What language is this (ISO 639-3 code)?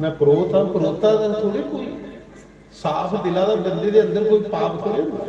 doi